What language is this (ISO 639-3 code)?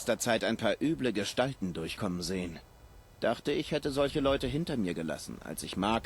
bar